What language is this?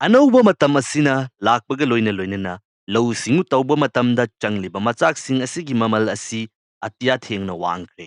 Manipuri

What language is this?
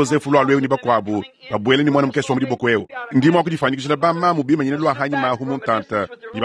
Luba-Lulua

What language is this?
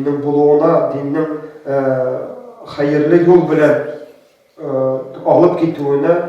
Tatar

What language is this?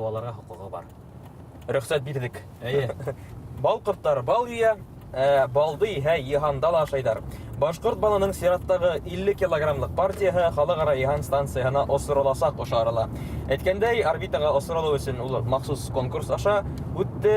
Bashkir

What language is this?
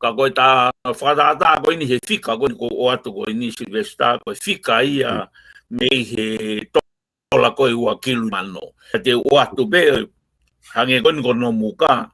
Tongan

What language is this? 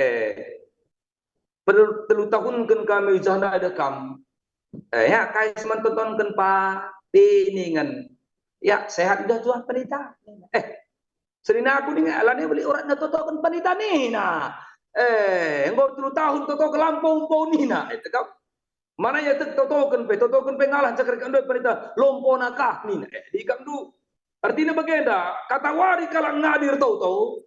Batak Karo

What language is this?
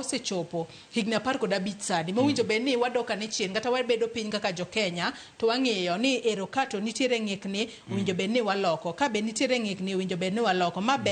Luo (Kenya and Tanzania)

